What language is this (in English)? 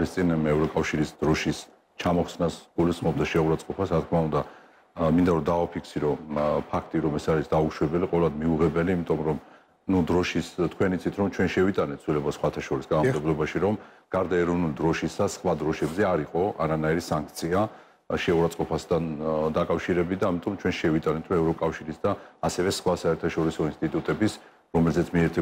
Georgian